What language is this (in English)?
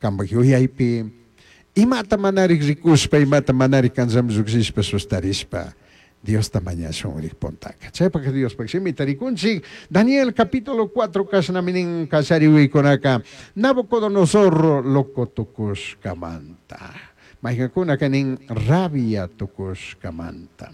Chimborazo Highland Quichua